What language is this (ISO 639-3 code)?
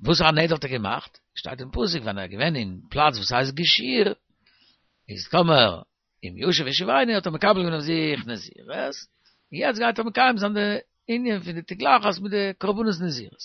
yid